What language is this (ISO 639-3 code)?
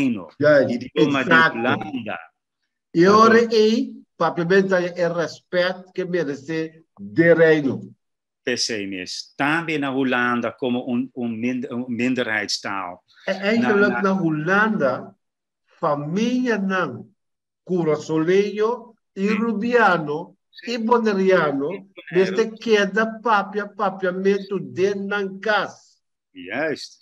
pap